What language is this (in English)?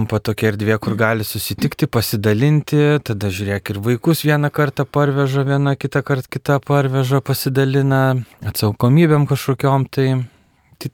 Lithuanian